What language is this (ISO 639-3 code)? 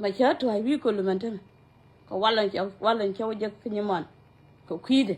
nus